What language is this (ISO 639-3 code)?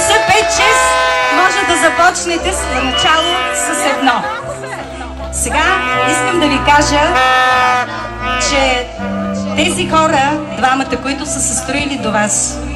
bul